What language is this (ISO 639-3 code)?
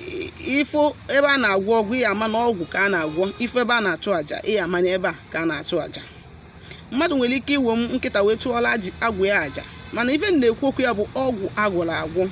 ibo